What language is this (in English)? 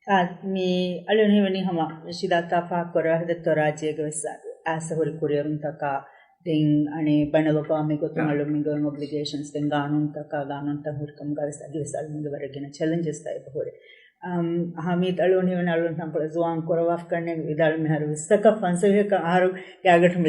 Divehi